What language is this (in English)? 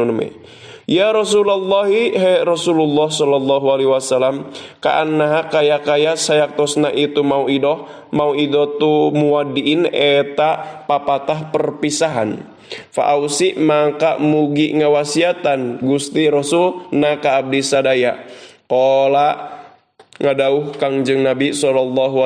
Sundanese